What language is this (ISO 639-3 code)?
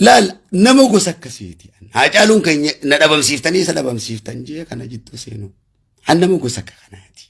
orm